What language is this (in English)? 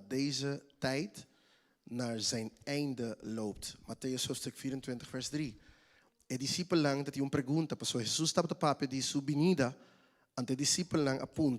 Papiamento